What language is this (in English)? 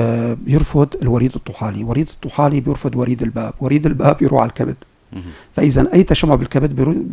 North Levantine Arabic